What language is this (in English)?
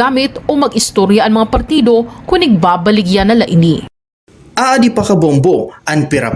Waray